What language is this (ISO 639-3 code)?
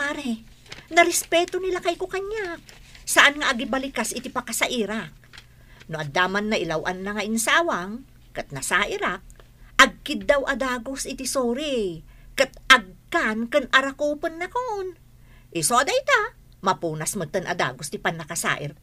ilo